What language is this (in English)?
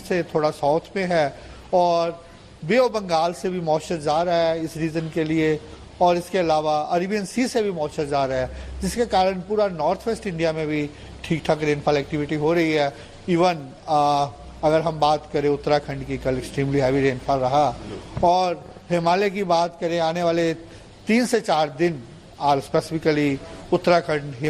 Hindi